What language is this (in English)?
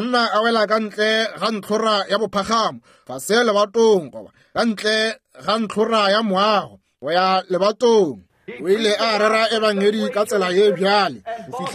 Northern Sotho